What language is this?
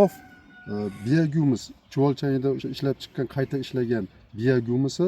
Uzbek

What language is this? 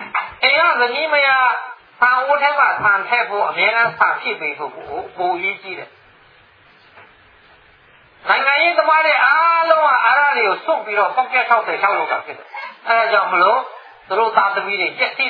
Burmese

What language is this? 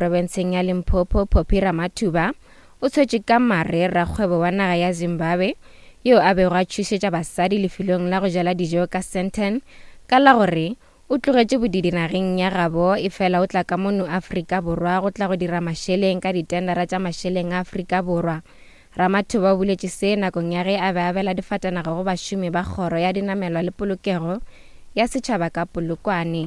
Northern Sotho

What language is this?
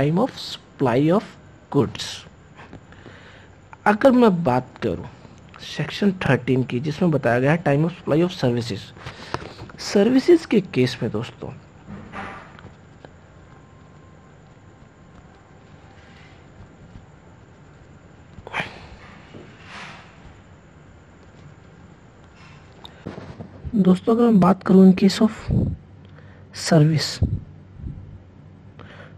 Hindi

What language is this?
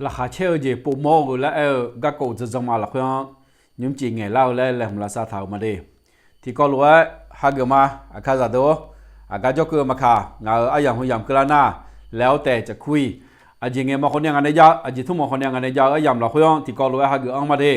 Akha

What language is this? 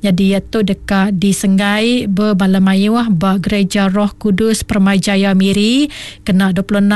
Iban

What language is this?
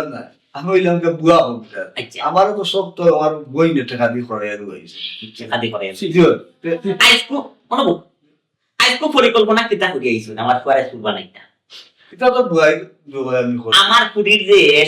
Sylheti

